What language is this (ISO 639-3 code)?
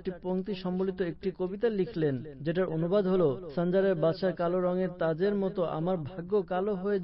ben